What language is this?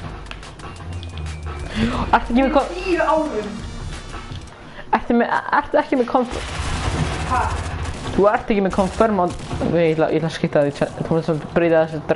Icelandic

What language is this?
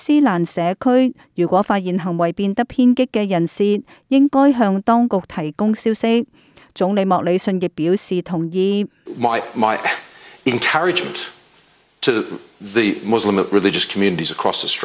Cantonese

